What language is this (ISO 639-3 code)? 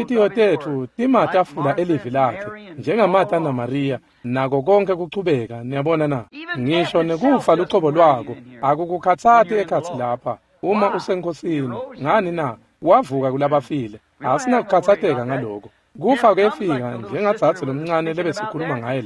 ssw